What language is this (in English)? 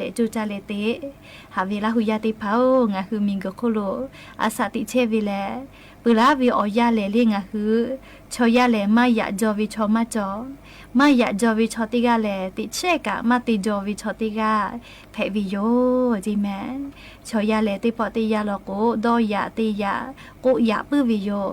Lahu